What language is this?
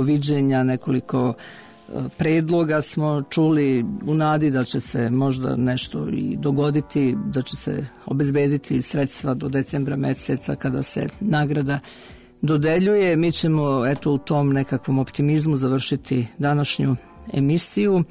Serbian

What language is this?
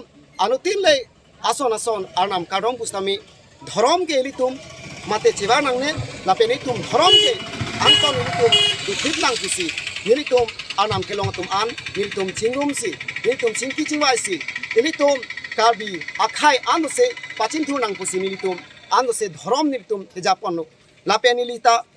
Karbi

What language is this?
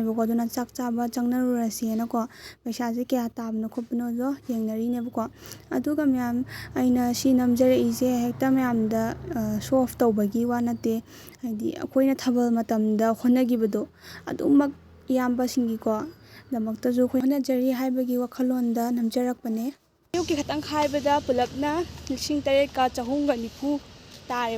Manipuri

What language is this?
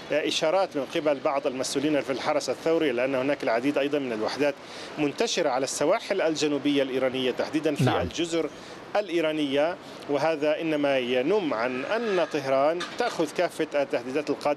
Arabic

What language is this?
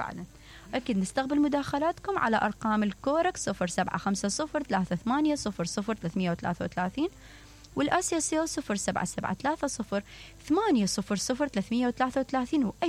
Mesopotamian Arabic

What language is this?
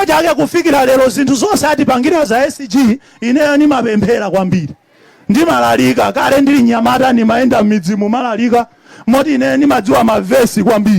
Nyanja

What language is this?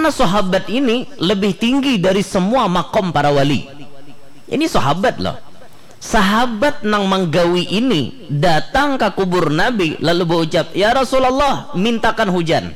Banjar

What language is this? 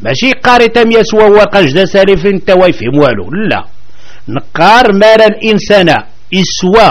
Kabyle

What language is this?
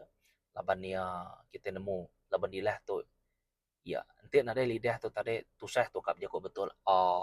Iban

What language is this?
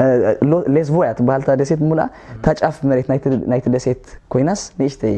Tigrinya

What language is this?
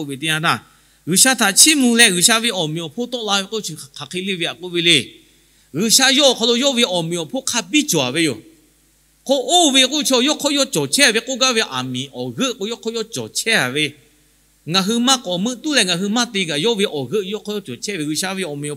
Lahu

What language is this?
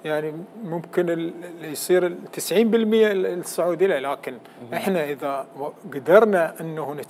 Mesopotamian Arabic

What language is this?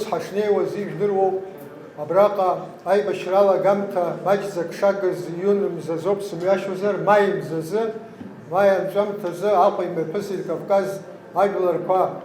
Abkhazian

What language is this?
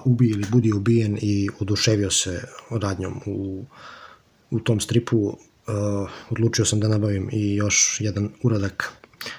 Serbian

